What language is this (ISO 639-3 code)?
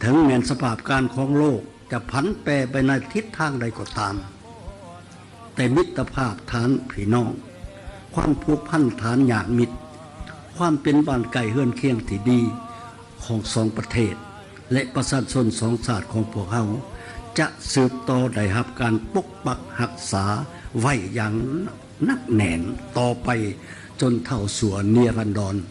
lao